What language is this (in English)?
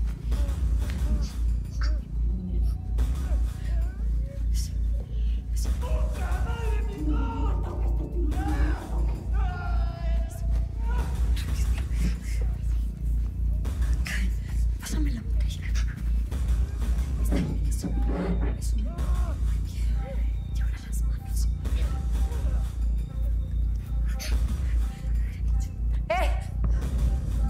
Spanish